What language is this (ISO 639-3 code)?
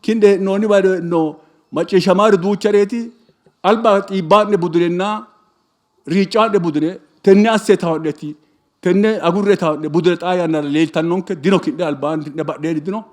sid